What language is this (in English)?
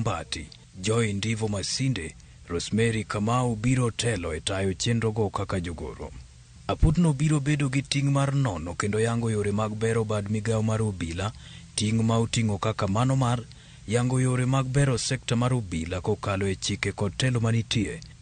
Luo (Kenya and Tanzania)